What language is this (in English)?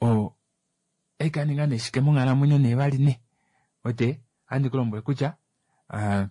Kuanyama